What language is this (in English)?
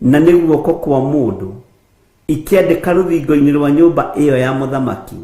Kikuyu